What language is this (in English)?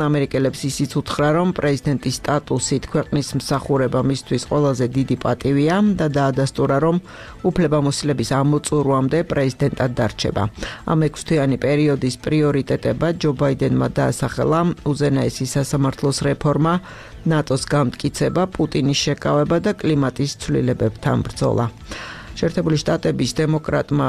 Georgian